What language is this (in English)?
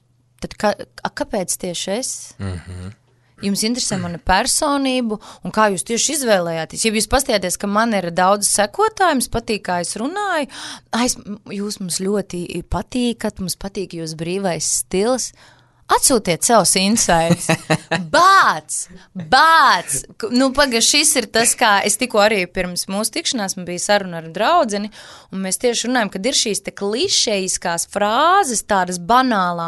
Latvian